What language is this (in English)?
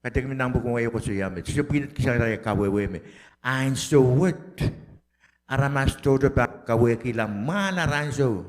Pohnpeian